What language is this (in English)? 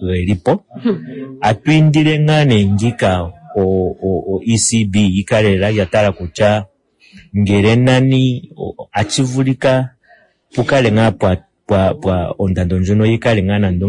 Kuanyama